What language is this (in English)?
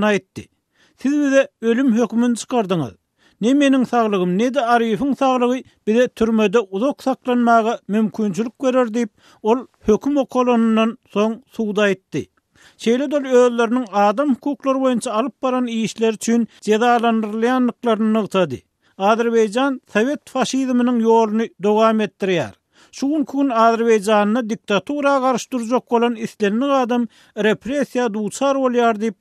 Turkmen